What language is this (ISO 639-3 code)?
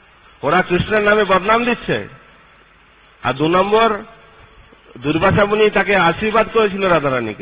ben